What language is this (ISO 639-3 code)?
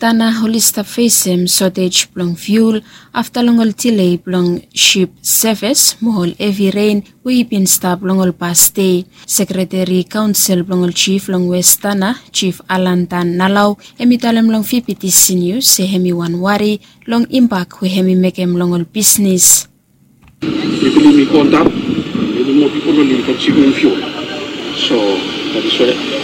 bis